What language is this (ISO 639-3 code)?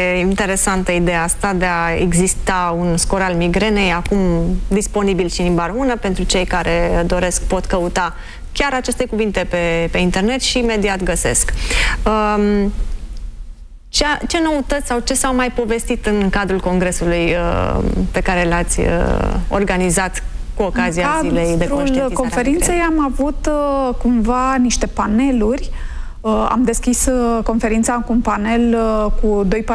ron